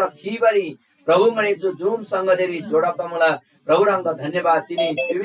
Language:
Eastern Tamang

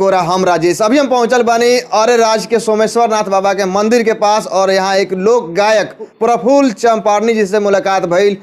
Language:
Bhojpuri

